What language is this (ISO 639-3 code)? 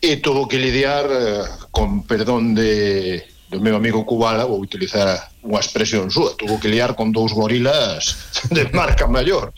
glg